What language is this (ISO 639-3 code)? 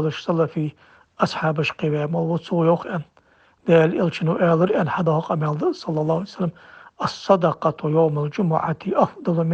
inh